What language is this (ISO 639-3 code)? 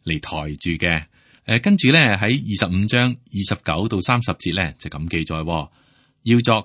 yue